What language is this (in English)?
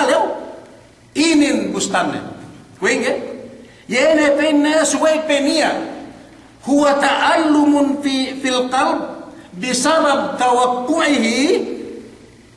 Yakan